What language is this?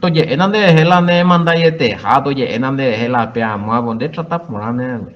Guarani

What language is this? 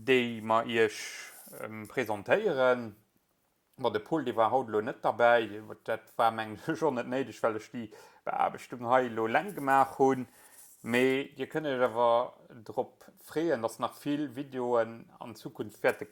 Luxembourgish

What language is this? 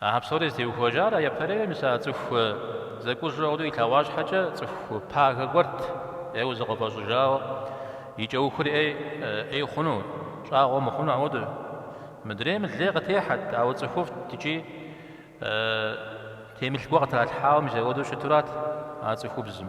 Kabardian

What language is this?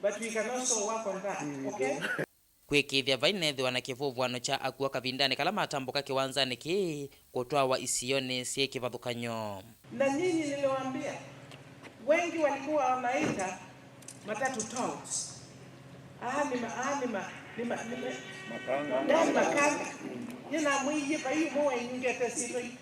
Kamba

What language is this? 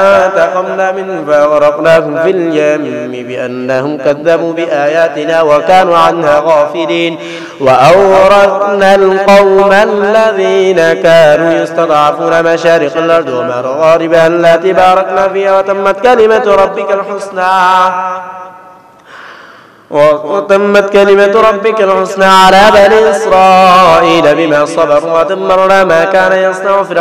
Arabic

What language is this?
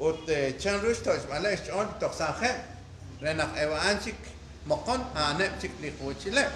Kekchí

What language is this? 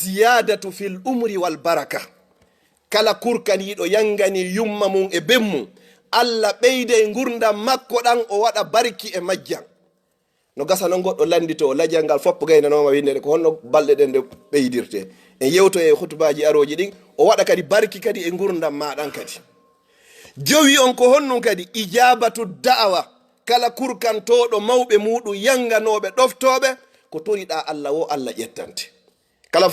Fula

